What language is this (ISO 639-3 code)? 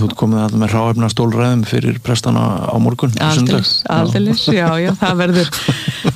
isl